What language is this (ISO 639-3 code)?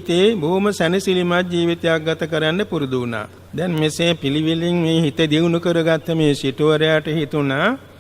sin